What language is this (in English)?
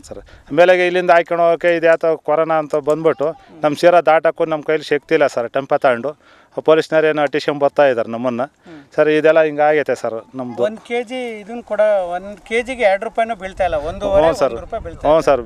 Kannada